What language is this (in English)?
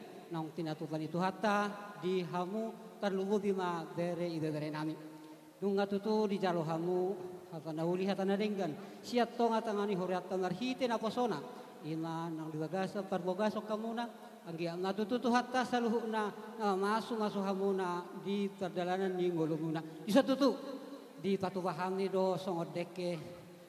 Batak Toba